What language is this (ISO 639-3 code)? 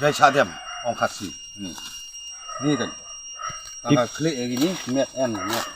kha